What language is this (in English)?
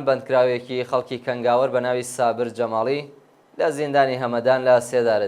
Central Kurdish